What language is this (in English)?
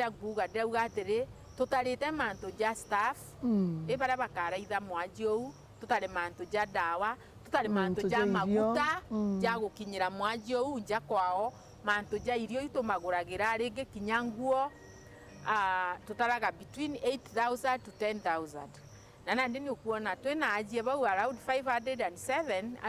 Meru